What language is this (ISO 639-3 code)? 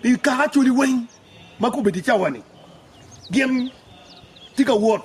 ach